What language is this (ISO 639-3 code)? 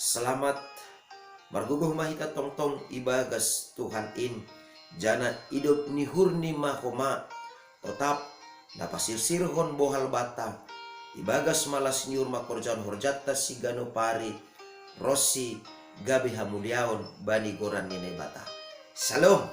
bts